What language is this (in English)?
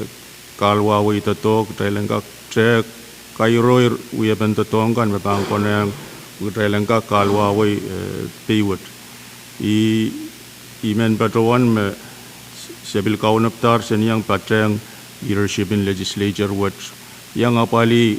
Pohnpeian